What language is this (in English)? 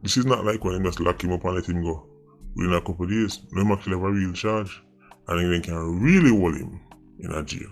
Jamaican Creole English